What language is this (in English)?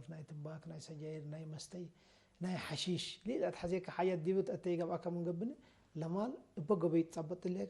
Tigre